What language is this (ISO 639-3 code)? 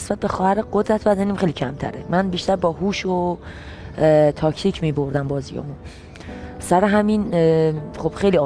fas